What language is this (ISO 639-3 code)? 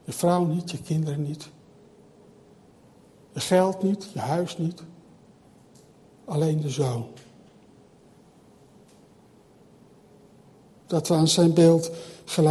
nld